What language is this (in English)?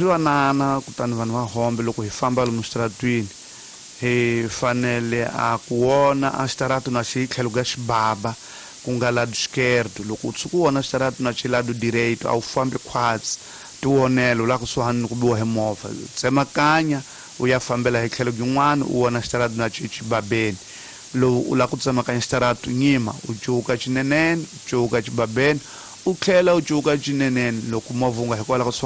Tsonga